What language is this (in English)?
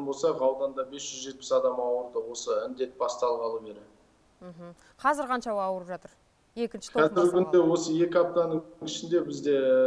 Kazakh